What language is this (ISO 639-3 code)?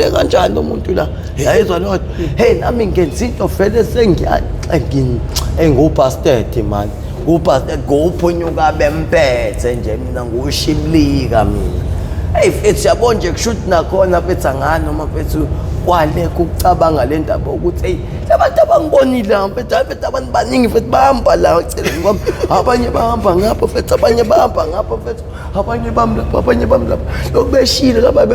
zul